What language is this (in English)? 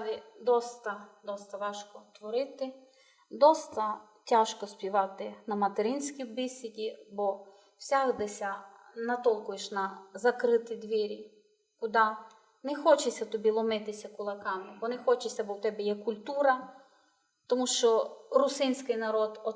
Rusyn